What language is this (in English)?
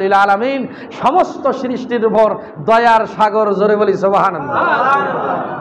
Bangla